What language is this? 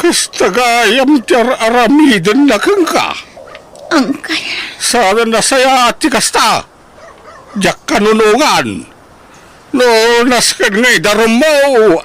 Iloko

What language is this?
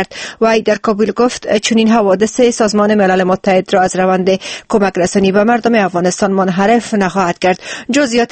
Persian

